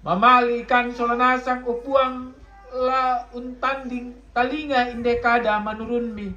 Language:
Toraja-Sa'dan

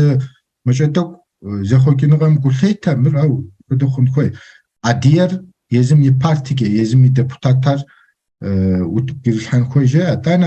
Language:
Kabardian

